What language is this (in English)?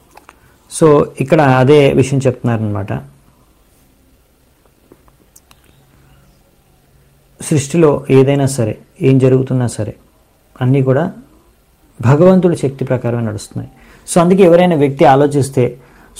Telugu